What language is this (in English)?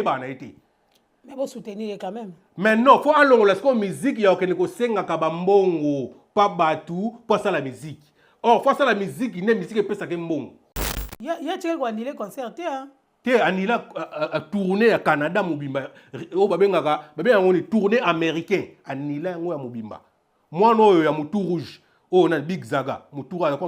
Lingala